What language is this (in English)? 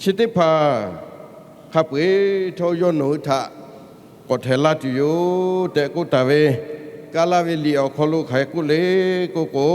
Lahu